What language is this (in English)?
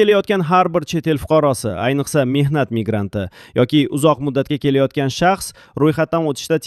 Uzbek